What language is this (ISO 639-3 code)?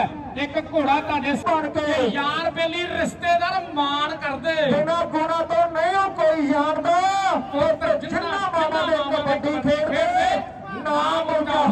pan